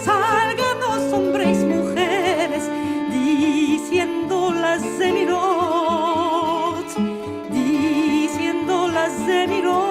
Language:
Ladino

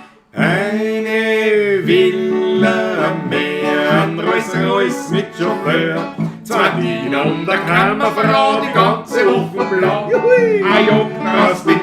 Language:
Bavarian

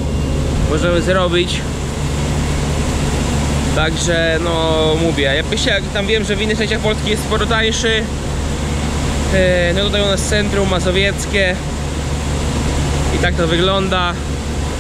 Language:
Polish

